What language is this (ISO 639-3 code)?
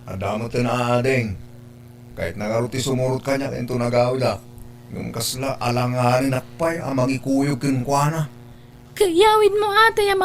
ilo